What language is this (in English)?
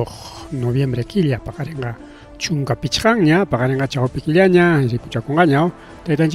Ayacucho Quechua